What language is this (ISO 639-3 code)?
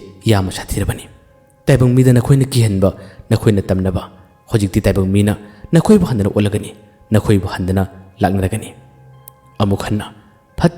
mni